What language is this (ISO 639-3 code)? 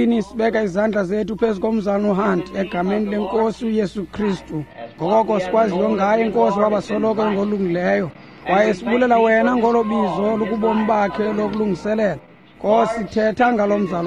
xho